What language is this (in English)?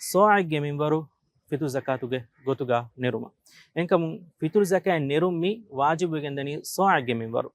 Divehi